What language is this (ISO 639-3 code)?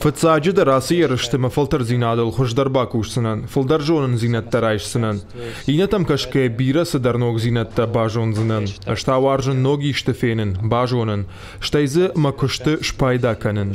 oss